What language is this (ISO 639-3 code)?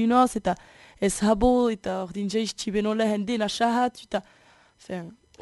eus